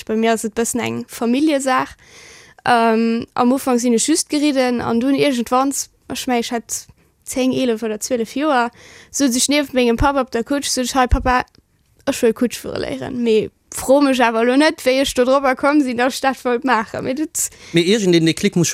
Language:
Luxembourgish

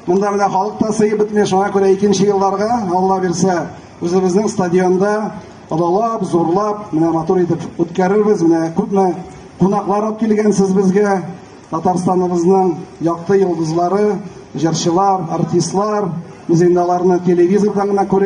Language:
Tatar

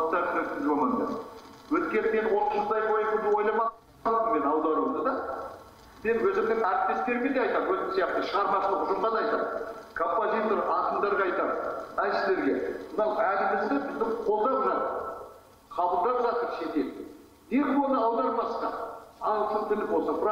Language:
Kazakh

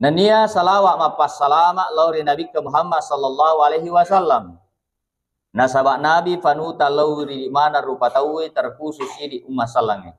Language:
Buginese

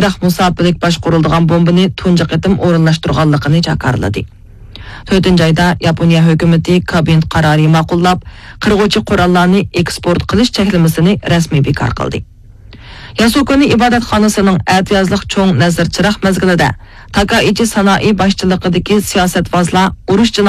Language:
Uyghur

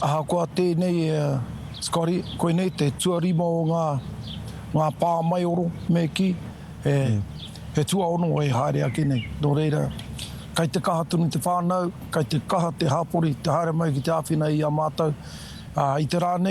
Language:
Māori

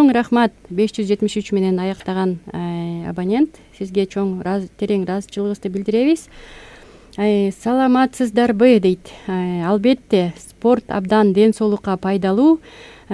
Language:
Kyrgyz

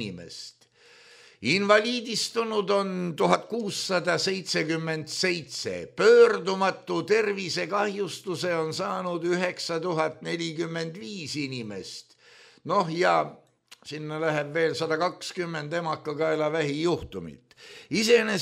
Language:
Estonian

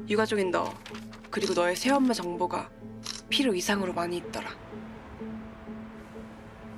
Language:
Korean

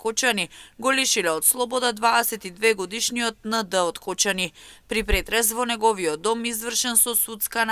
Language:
Macedonian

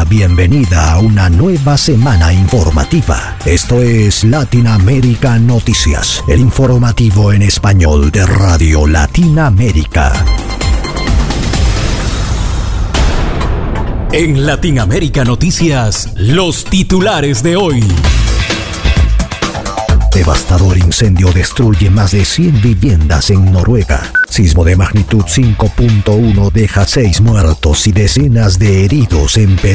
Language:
Spanish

